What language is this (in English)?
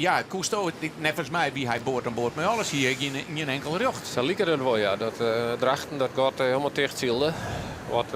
Western Frisian